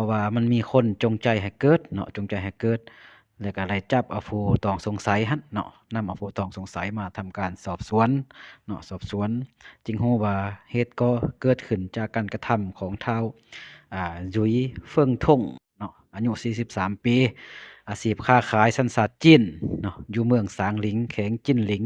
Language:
Lao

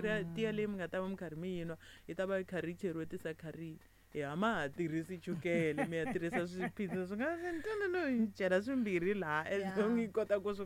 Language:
Tsonga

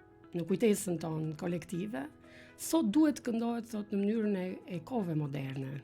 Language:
Albanian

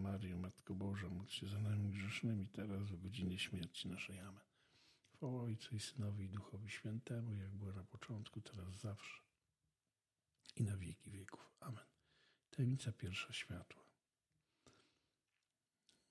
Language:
Polish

